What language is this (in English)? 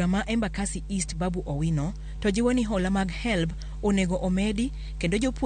Luo (Kenya and Tanzania)